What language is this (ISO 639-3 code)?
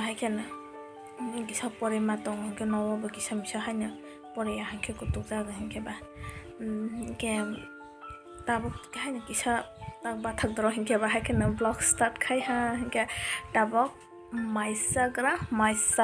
trp